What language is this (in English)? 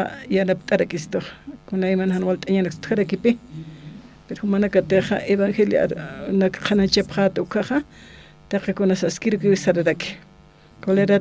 Aymara